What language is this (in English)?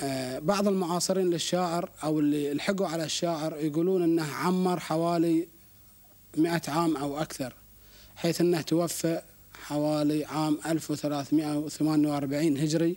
Gulf Arabic